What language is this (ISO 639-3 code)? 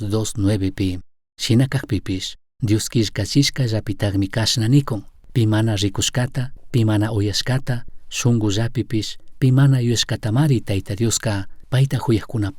qug